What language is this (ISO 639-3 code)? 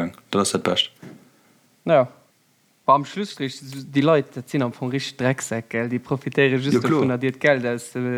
ltz